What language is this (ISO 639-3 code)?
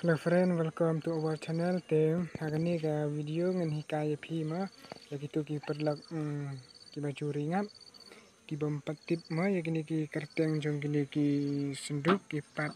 kha